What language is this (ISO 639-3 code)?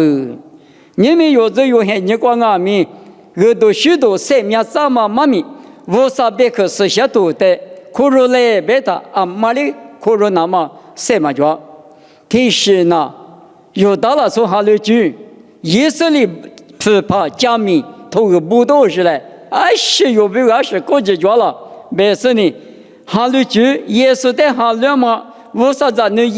lis